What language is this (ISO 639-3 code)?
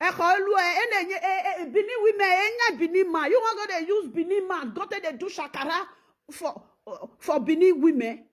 pcm